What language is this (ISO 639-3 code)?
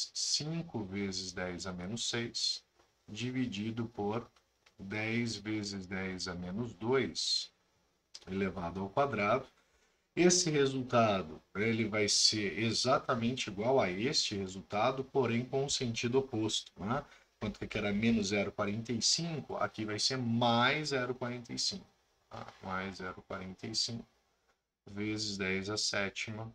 por